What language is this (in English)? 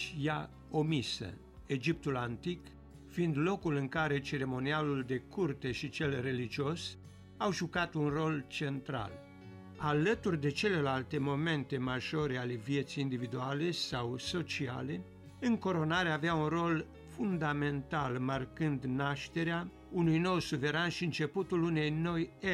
Romanian